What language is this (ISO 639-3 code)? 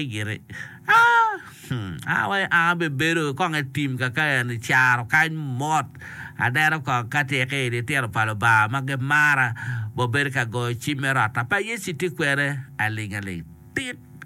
ach